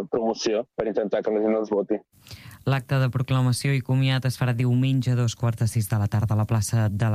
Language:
Catalan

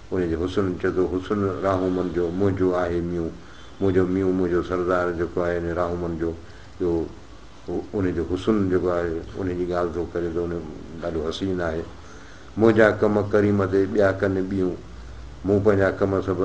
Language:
Sindhi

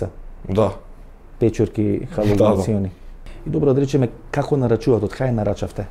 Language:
Macedonian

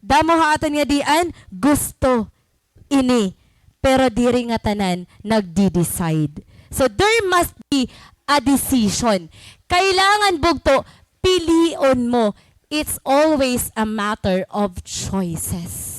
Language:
Waray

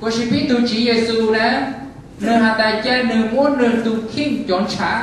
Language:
Hmong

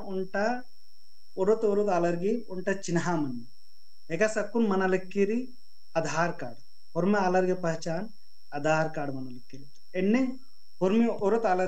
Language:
Kurukh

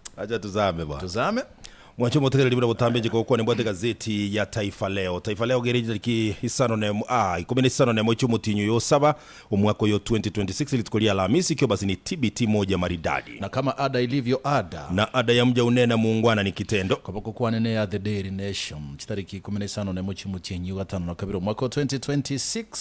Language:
Gusii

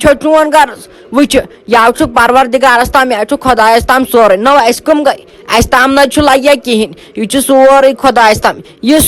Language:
Kashmiri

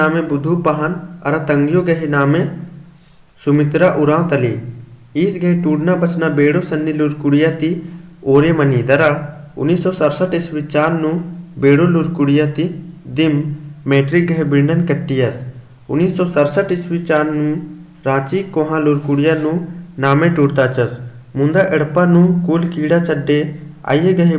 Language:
Kurukh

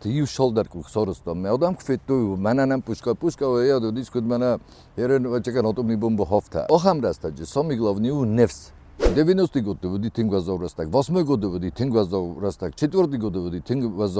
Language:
Ossetic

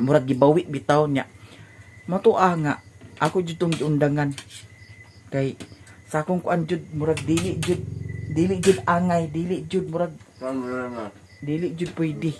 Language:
Cebuano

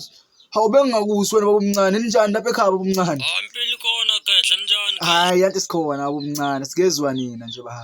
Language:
Zulu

